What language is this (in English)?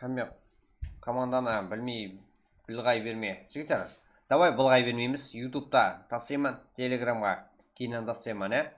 Kara-Kalpak